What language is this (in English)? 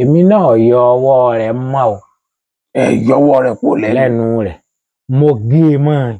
Yoruba